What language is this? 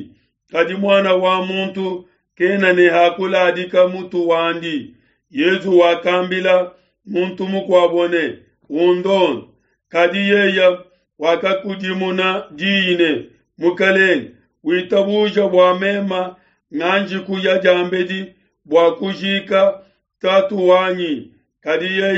Luba-Lulua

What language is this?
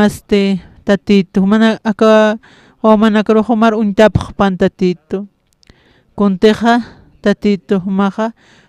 Aymara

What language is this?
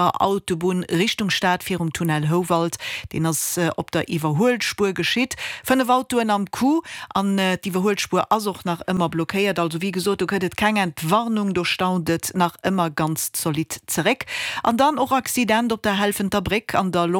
Luxembourgish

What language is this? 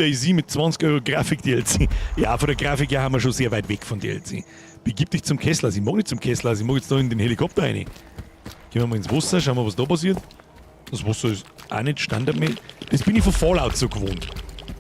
Bavarian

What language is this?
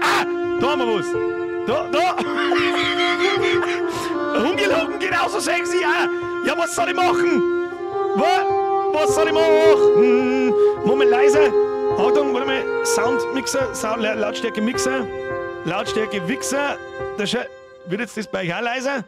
Bavarian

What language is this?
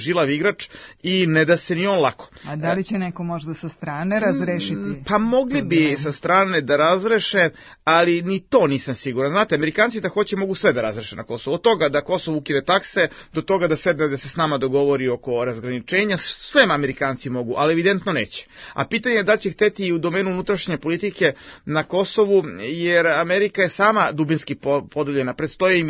Serbian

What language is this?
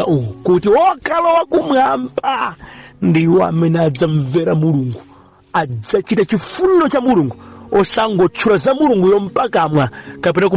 Nyanja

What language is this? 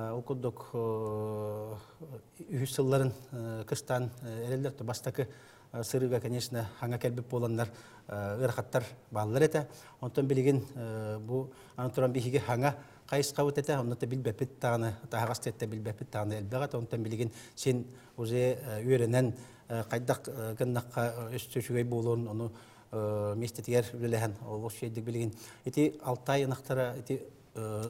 Yakut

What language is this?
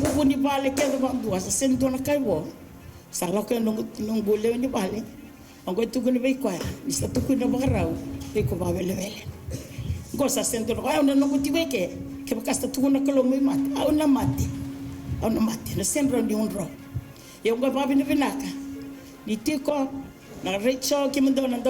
Fijian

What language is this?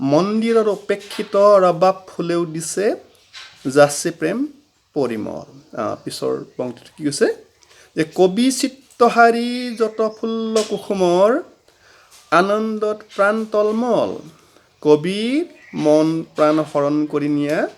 Assamese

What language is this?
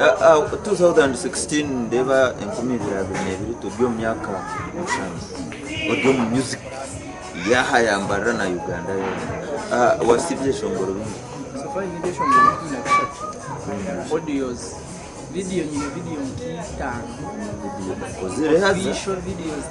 Nyankole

